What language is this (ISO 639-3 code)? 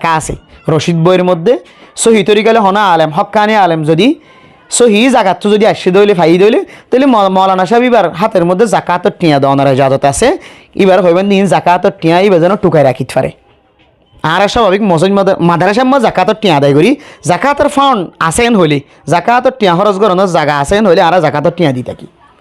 rhg